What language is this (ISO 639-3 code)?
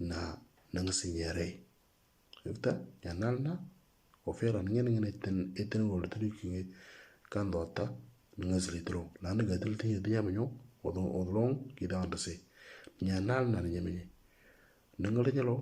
mor